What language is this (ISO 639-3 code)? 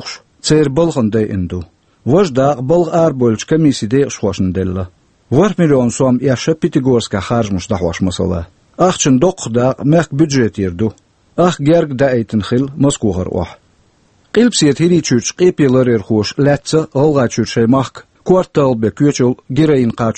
che